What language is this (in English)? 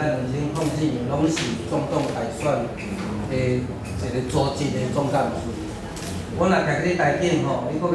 Min Nan Chinese